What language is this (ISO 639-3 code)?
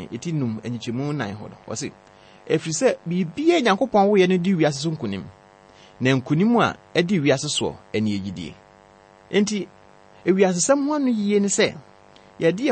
aka